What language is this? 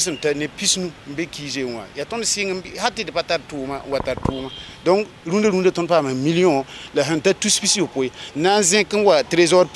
Mossi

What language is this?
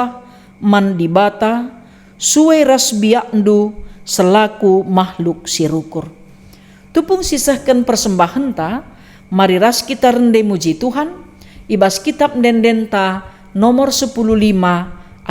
Batak Karo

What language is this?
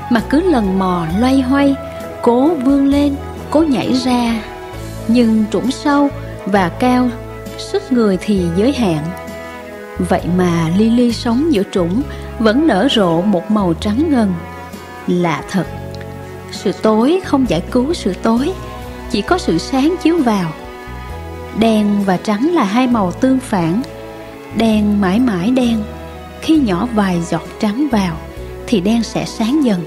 Vietnamese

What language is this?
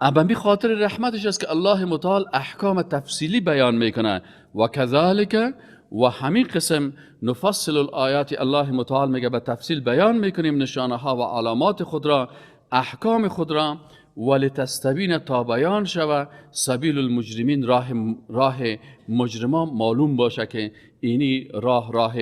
Persian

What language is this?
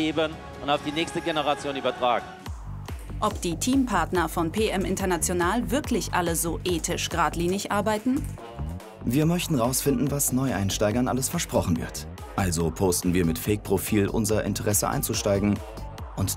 German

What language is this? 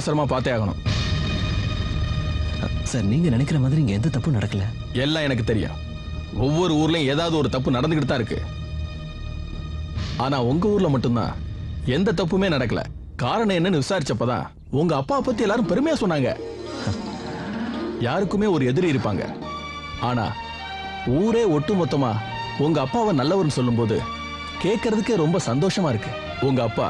Tamil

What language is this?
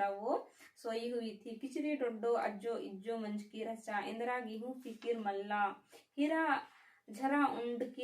Kurukh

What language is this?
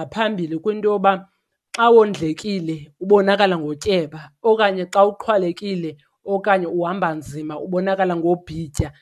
Xhosa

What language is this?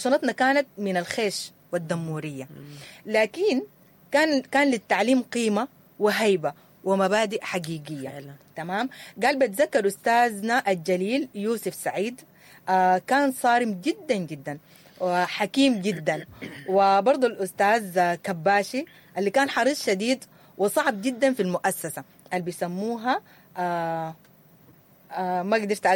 Sudanese Arabic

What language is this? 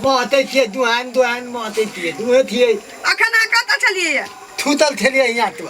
Maithili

